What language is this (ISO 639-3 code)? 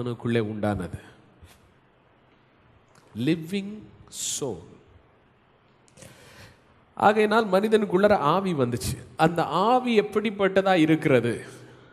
tam